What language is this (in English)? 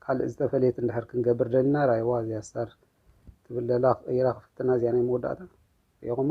Tigrinya